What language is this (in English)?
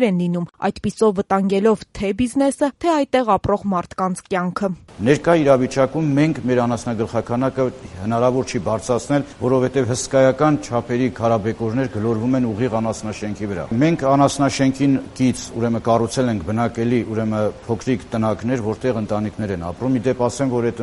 Armenian